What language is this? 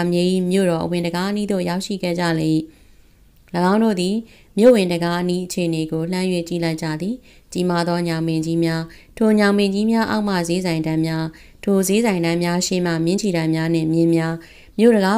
Burmese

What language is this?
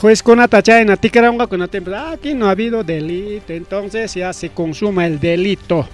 Ayacucho Quechua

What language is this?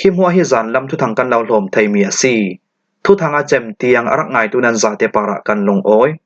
Falam Chin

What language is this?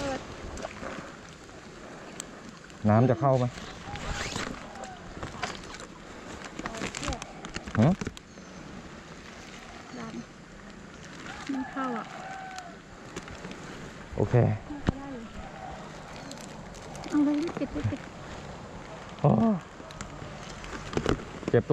Thai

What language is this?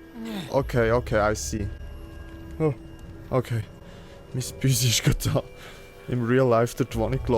Swiss German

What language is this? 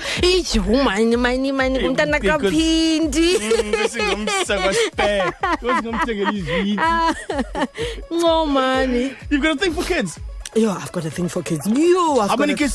Xhosa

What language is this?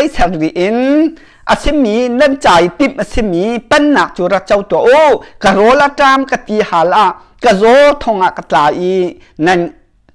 Hakha Chin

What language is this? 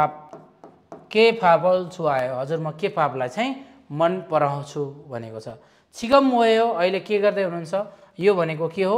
Nepali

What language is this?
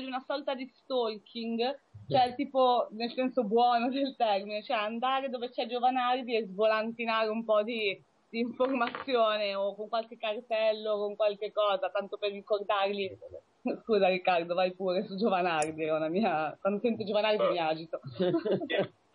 Italian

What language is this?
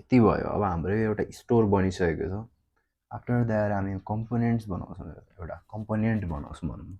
Nepali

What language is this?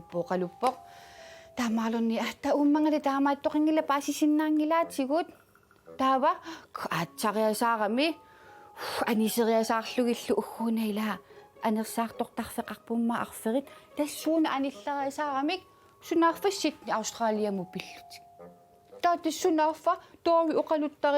Kalaallisut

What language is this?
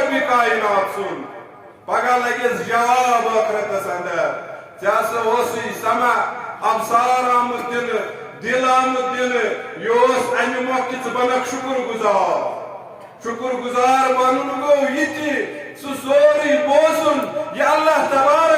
Kashmiri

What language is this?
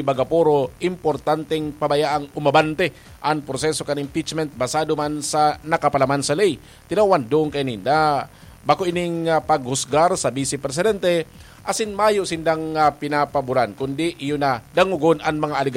Bikol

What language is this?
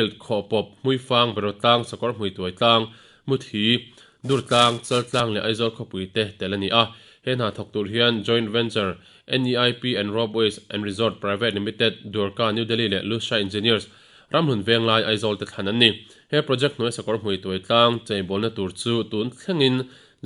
Mizo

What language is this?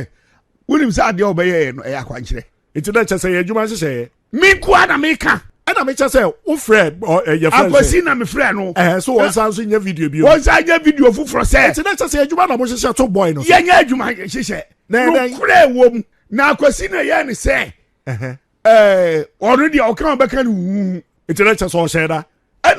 Akan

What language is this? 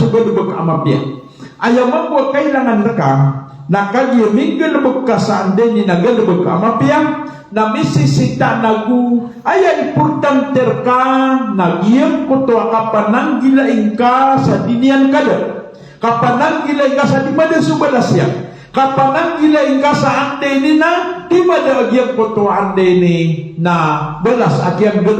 Maranao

